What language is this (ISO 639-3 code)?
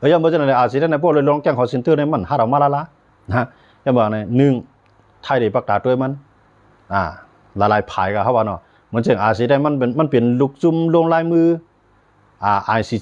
shn